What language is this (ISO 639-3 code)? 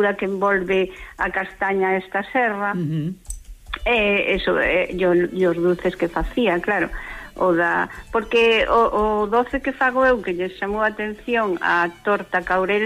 glg